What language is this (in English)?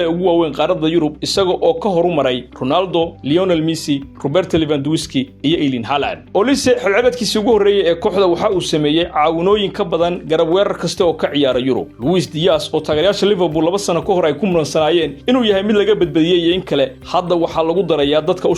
Somali